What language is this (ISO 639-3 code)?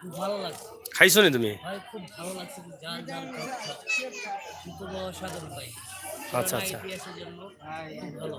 syl